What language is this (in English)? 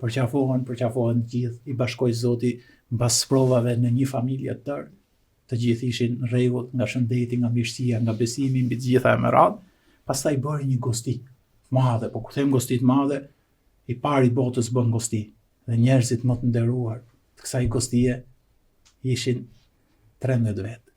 Albanian